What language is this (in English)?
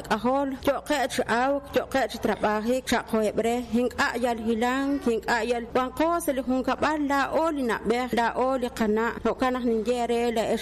Kekchí